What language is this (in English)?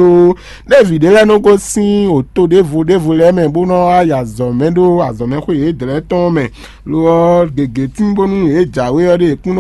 Fon